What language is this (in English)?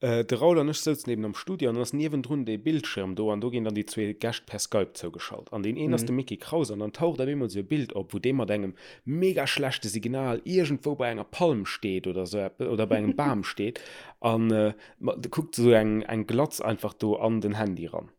Luxembourgish